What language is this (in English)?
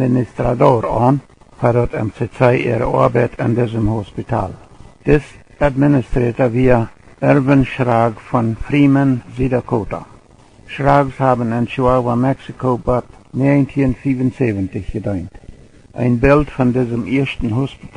Plautdietsch